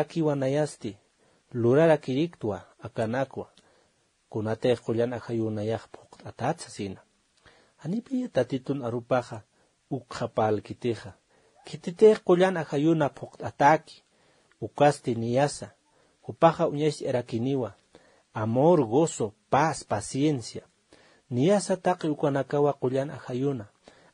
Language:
Aymara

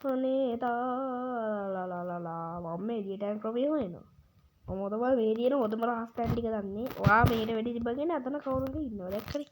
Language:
Sinhala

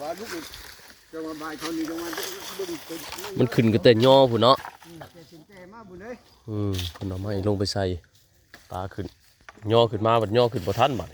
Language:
Northeastern Thai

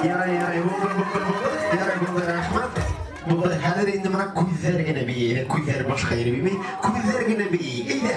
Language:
Bashkir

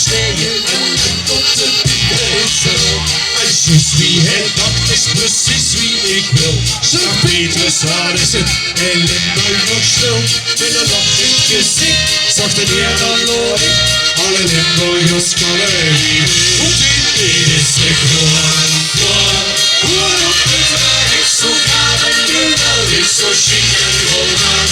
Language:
Limburgish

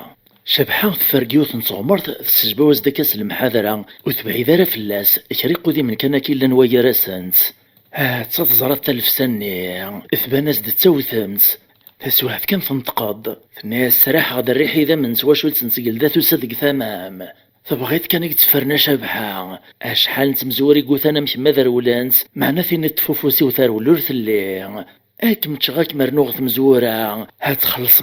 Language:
Kabyle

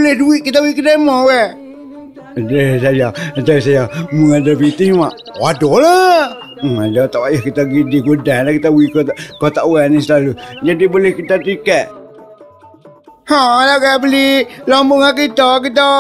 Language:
Malay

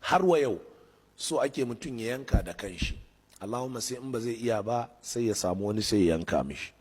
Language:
Hausa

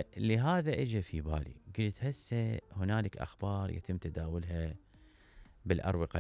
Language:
Mesopotamian Arabic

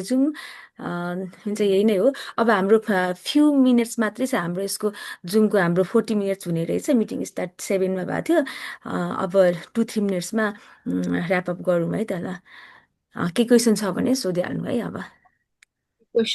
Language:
Nepali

